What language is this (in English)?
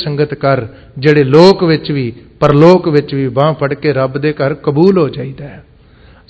Punjabi